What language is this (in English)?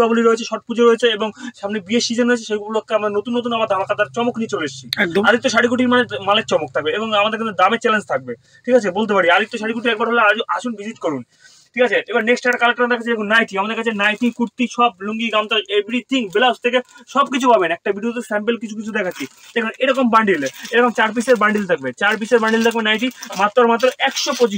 Bangla